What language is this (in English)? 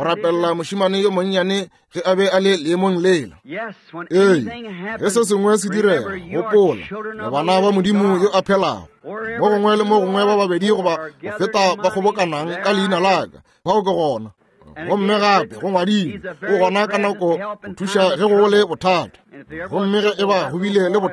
Northern Sotho